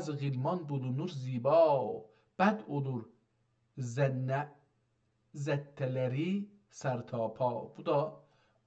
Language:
South Azerbaijani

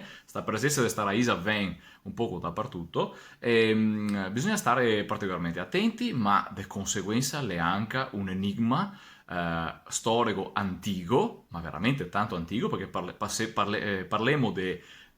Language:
Venetian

